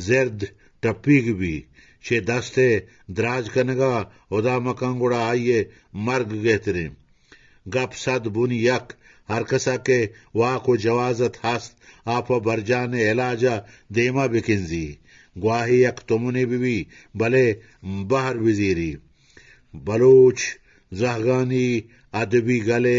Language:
Eastern Balochi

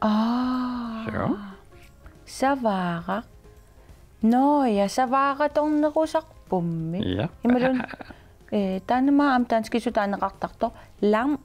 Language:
Kalaallisut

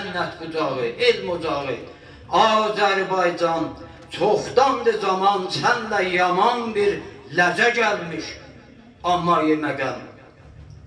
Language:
South Azerbaijani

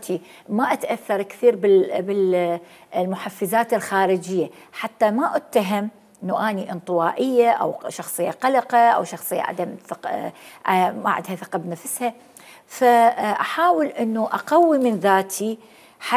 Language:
Mesopotamian Arabic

